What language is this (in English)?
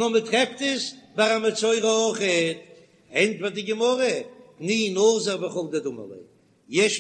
Yiddish